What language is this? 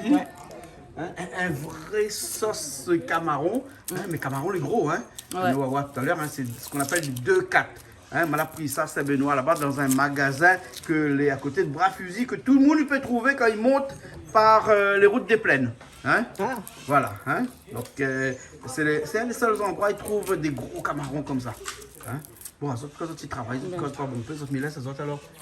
Réunion Creole French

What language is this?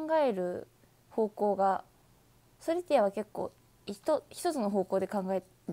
Japanese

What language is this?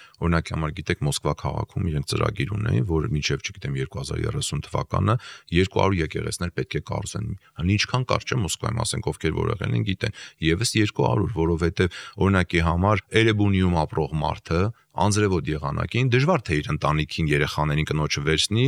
Armenian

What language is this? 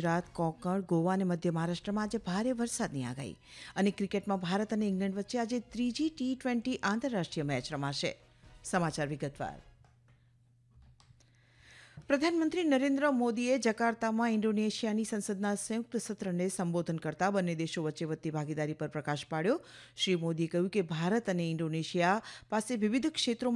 Gujarati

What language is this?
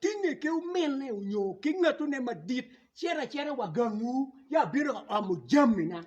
Acoli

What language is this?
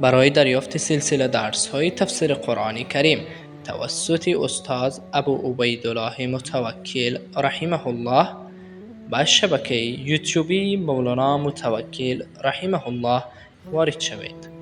Persian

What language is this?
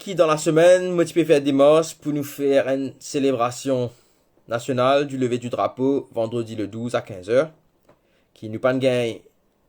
Morisyen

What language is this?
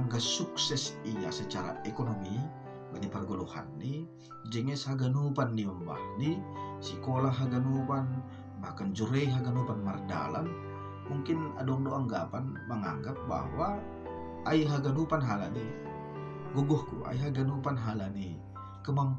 Batak Simalungun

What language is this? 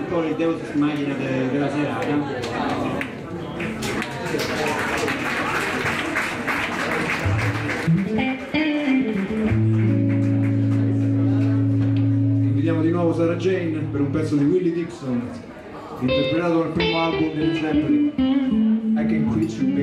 Italian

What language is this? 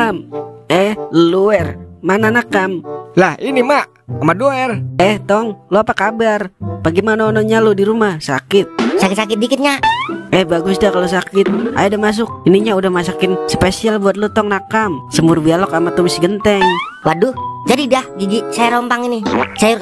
Betawi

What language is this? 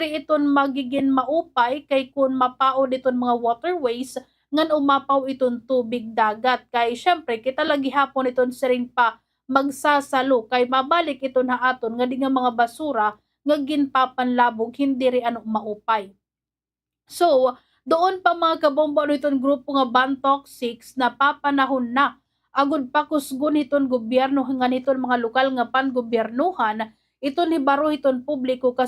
Waray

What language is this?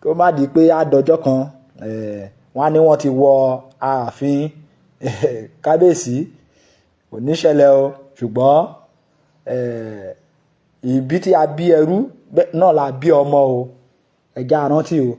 Yoruba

